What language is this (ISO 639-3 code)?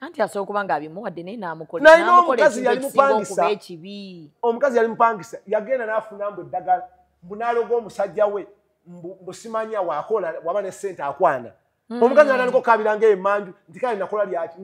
lug